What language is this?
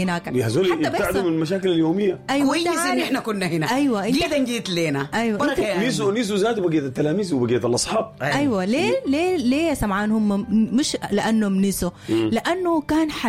Sudanese Arabic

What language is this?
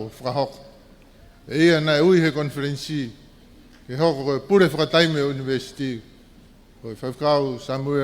Tongan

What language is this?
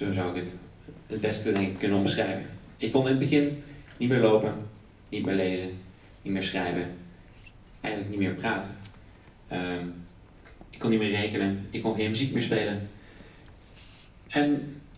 Dutch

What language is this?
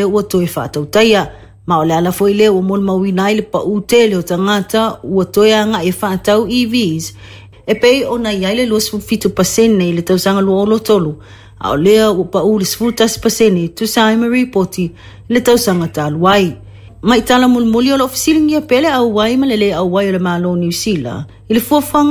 Samoan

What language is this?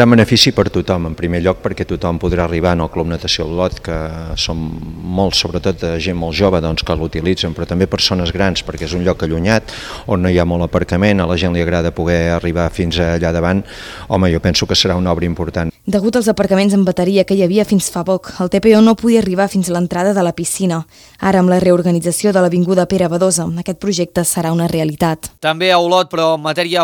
Catalan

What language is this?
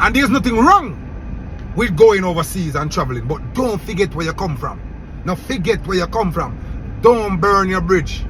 Jamaican Creole English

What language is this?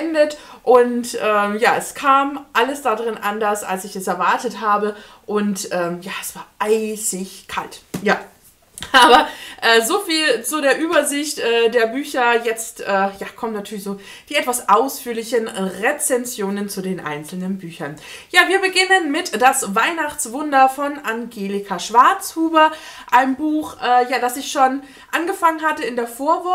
German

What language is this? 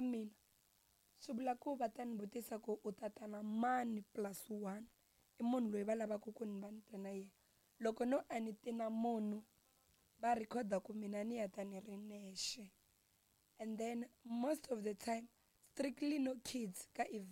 Tsonga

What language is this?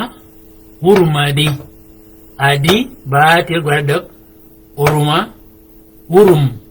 Shilluk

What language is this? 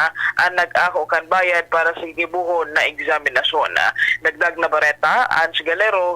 Bikol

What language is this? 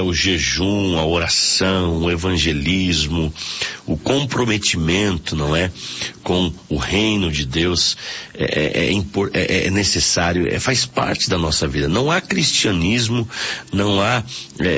Portuguese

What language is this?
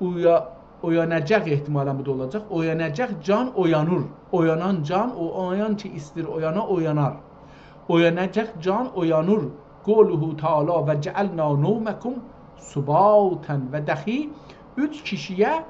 South Azerbaijani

